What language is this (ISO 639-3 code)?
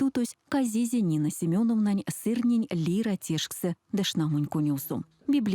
myv